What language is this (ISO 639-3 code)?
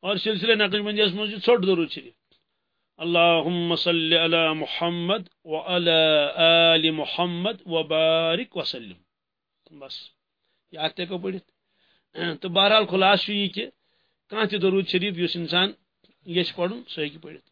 kas